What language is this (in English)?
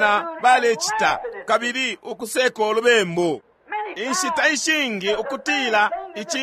Bemba